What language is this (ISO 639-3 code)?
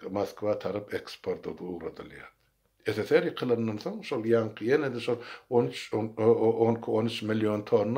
tuk